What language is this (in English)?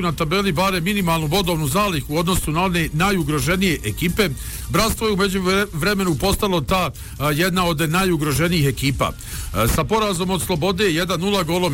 Bosnian